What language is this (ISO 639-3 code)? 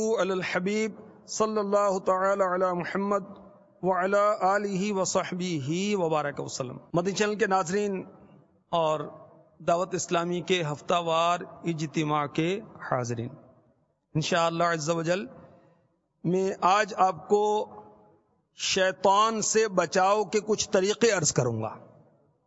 urd